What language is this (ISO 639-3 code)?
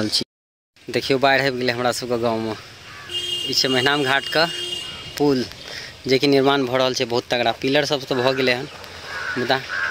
mai